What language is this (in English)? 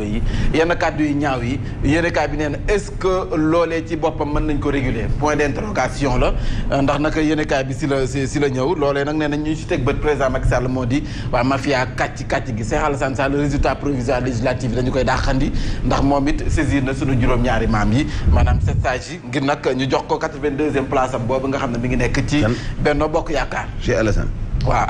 Wolof